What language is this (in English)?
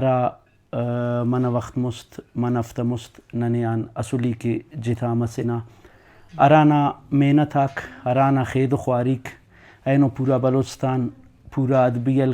Brahui